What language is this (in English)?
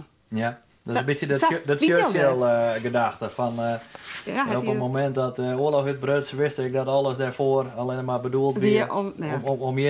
Western Frisian